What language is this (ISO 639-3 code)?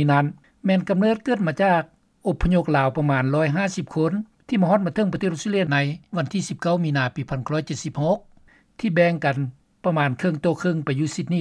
lao